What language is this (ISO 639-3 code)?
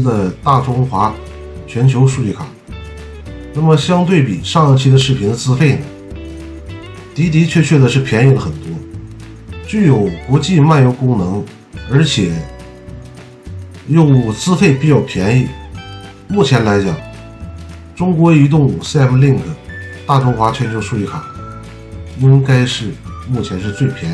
zho